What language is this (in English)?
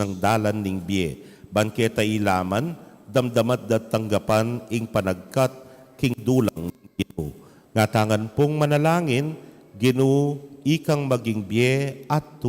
Pampanga